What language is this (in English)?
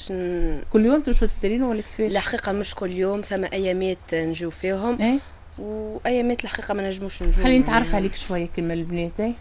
Tunisian Arabic